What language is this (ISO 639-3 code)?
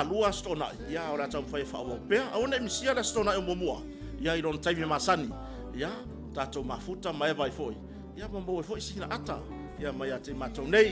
smo